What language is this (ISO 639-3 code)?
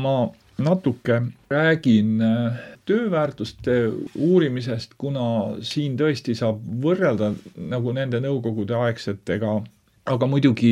est